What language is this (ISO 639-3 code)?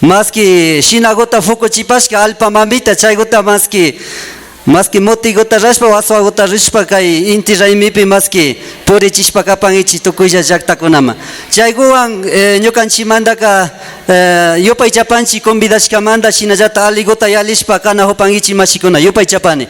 qvi